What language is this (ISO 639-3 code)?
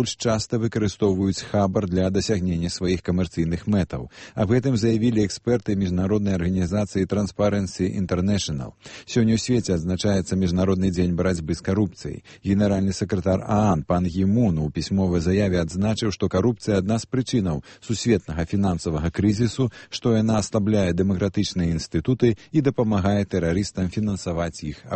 bel